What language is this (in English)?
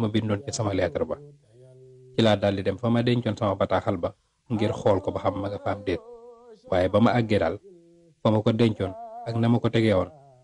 Wolof